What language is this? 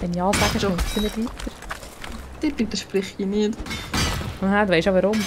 Swiss German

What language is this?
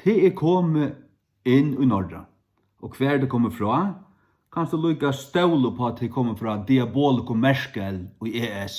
Faroese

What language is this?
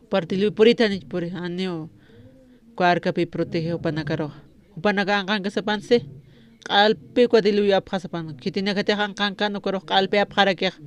Aymara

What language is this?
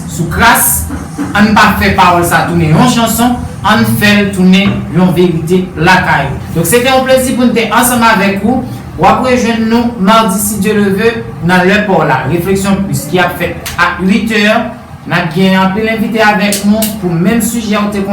Haitian Creole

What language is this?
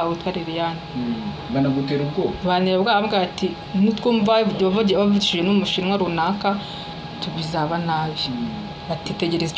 Kinyarwanda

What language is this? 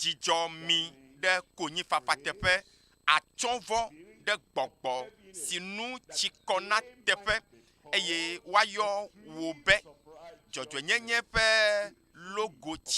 Ewe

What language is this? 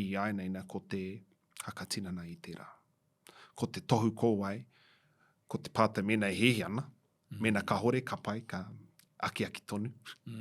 Māori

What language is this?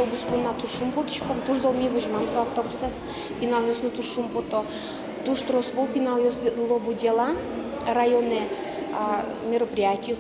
Udmurt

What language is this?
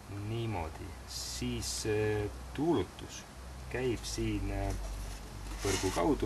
Estonian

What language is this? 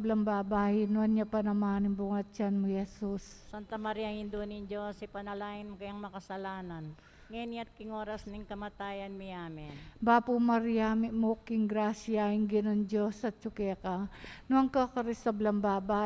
Pampanga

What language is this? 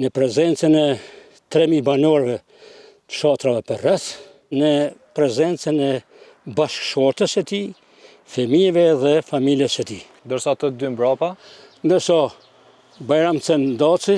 Albanian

